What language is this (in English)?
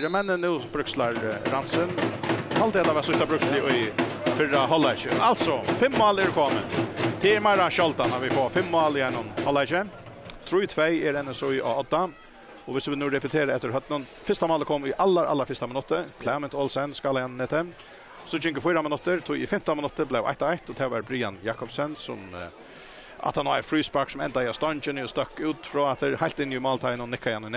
Faroese